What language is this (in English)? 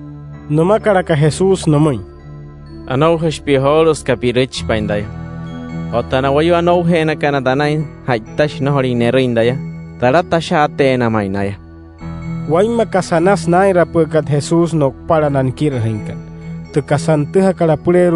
Wayuu